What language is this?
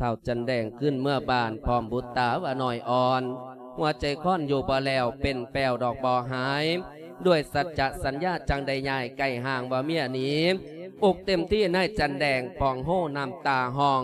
Lao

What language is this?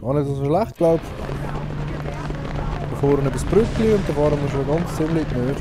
Swiss German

